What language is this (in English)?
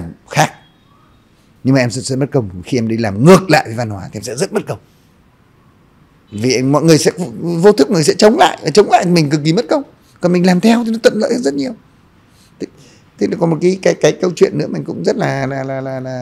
Vietnamese